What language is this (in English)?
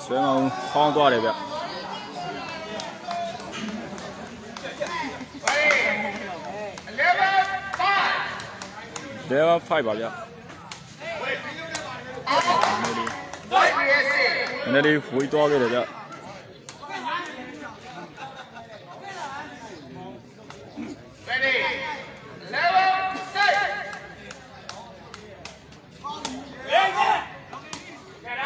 Burmese